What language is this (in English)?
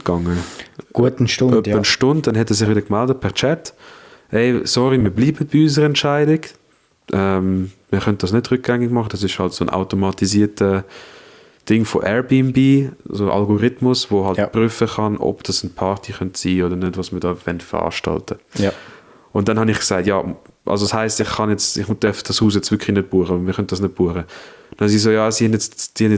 Swiss German